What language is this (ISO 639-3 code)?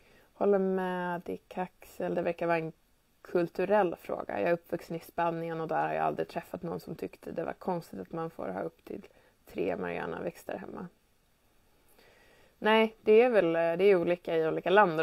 swe